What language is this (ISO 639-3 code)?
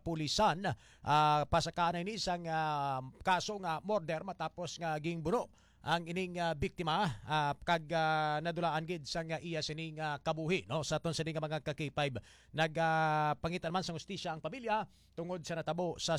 hil